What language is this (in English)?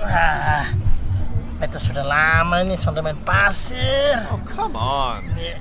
Betawi